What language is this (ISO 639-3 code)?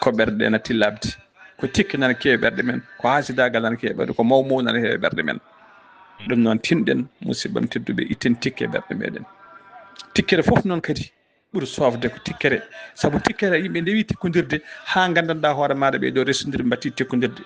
ful